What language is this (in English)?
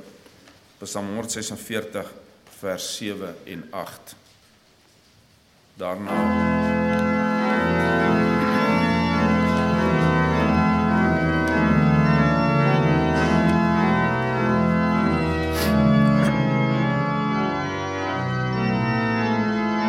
Afrikaans